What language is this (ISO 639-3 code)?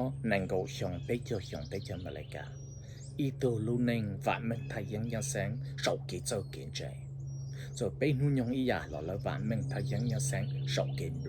hmn